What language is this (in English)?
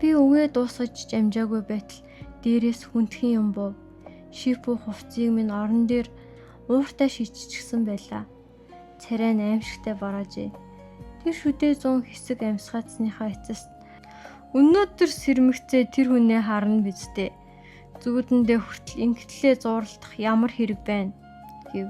Mongolian